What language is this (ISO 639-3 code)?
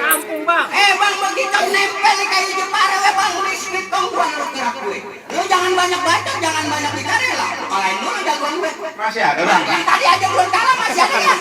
bew